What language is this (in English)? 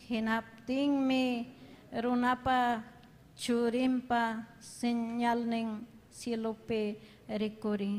Ayacucho Quechua